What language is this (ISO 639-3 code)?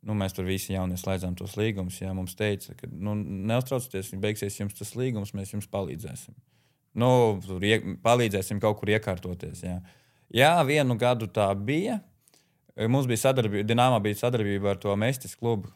lav